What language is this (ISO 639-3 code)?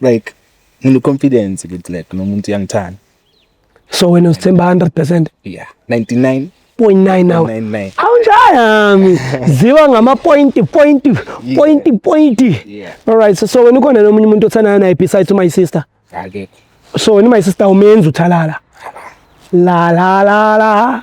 zul